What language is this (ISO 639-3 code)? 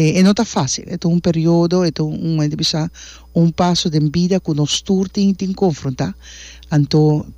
pap